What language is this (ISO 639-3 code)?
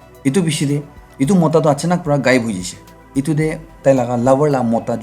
nag